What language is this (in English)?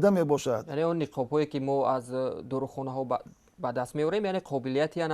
Tajik